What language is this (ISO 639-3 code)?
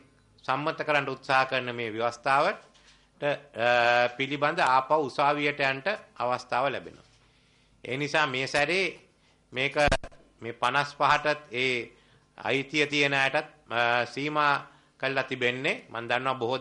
sin